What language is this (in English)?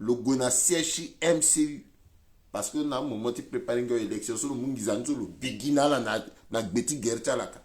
Sango